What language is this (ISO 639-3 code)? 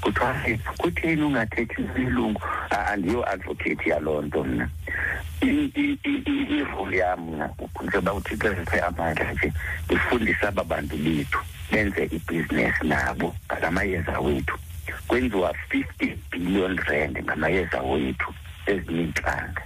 xho